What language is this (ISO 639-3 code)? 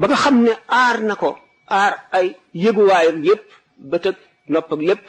wol